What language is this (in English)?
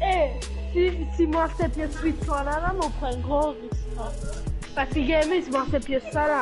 Morisyen